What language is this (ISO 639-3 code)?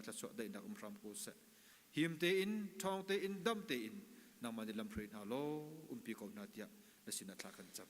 cnh